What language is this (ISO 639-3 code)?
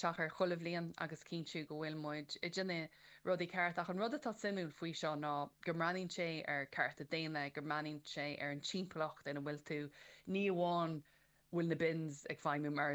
gle